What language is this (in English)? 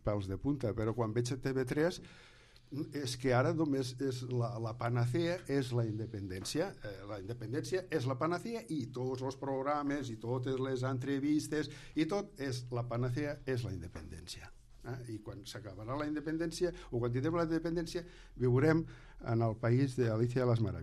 Catalan